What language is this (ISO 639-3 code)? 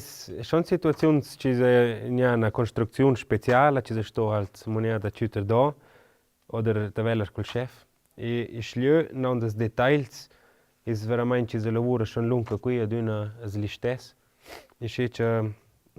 roh